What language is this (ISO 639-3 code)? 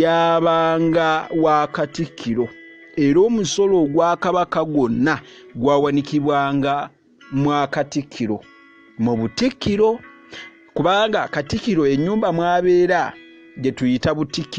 lug